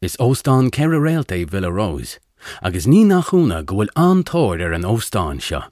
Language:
Irish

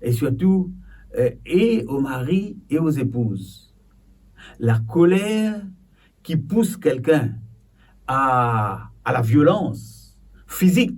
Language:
Morisyen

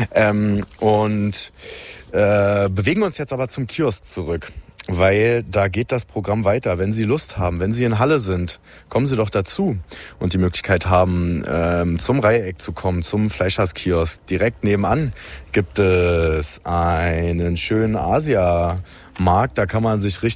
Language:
German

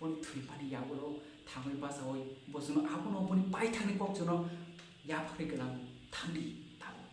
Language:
Kok Borok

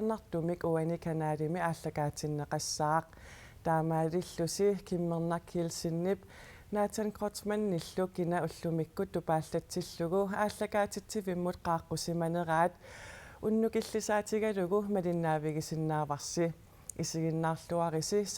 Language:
Kalaallisut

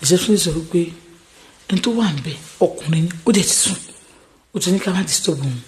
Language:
Yoruba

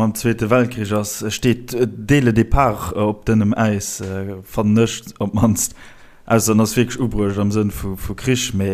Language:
Luxembourgish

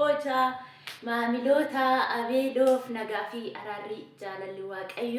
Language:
Oromo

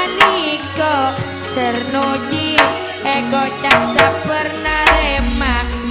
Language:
Madurese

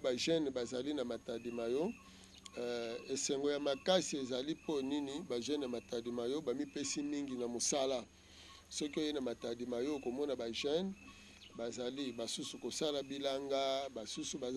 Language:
Lingala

